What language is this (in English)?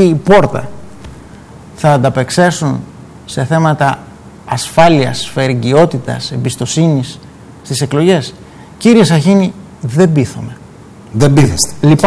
Greek